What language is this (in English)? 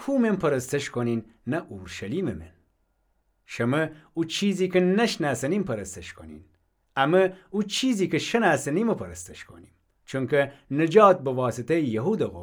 Gilaki